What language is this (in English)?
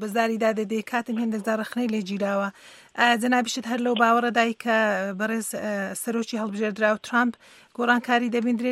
Central Kurdish